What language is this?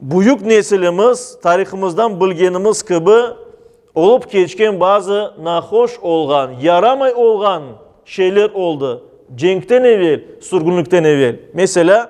Crimean Tatar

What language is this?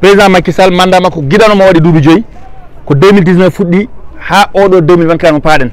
Fula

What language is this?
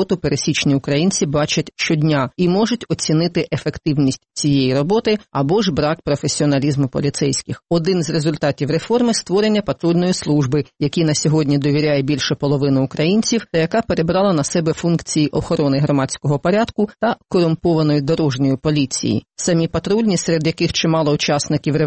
Ukrainian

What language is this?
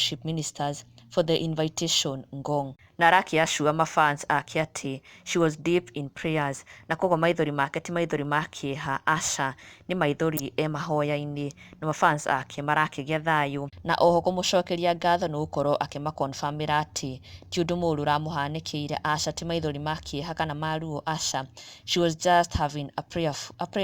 Kikuyu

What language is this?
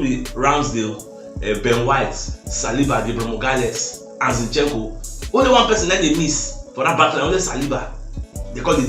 Nigerian Pidgin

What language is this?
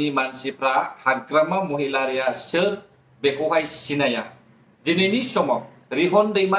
Bodo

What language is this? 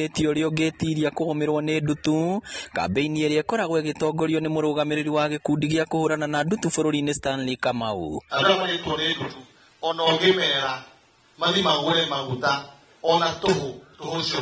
Kikuyu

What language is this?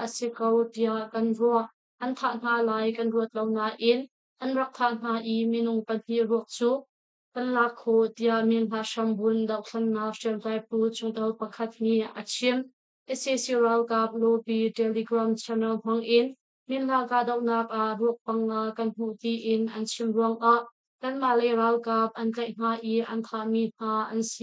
Hakha Chin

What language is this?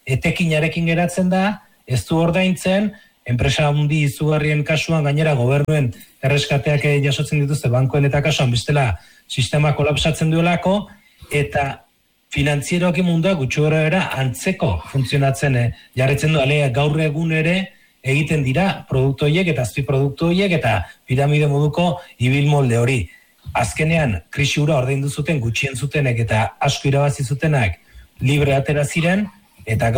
Basque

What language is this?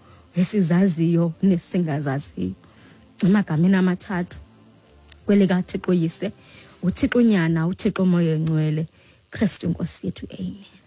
Xhosa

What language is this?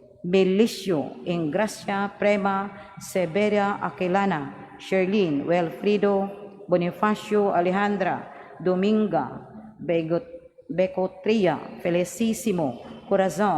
Cebuano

